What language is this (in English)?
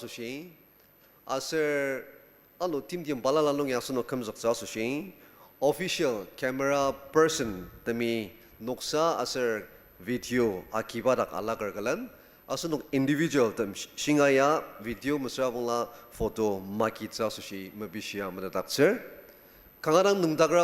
Ao Naga